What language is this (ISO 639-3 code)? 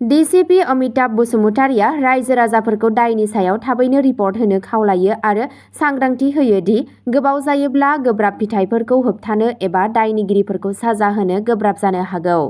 brx